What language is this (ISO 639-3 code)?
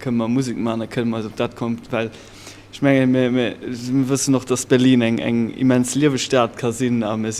ltz